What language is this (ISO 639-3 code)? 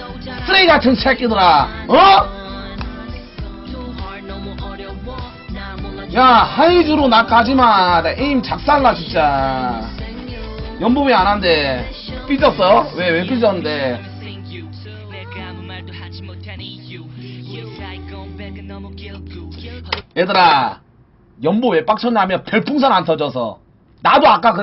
kor